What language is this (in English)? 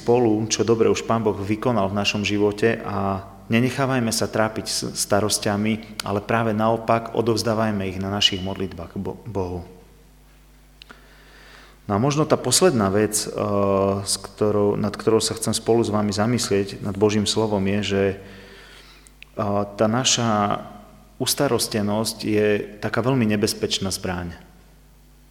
Slovak